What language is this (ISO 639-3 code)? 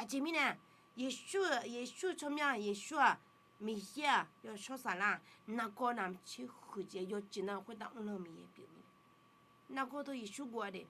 ahk